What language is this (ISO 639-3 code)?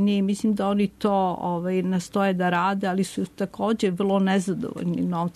srp